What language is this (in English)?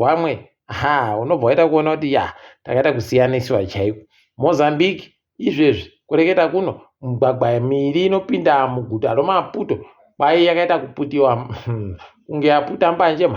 Ndau